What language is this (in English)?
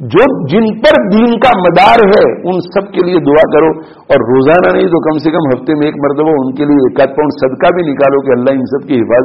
Urdu